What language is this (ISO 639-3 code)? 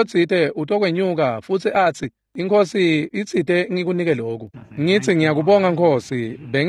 ssw